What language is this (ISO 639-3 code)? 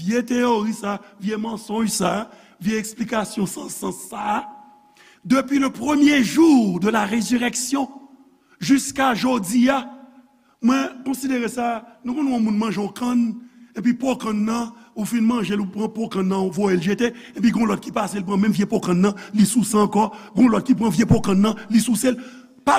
hat